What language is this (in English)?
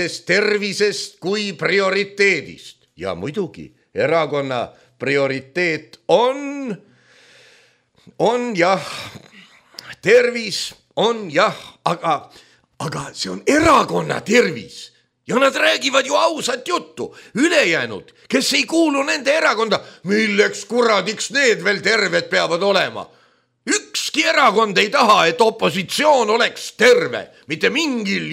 Estonian